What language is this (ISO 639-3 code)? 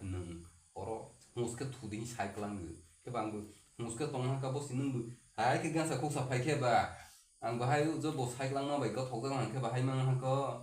trp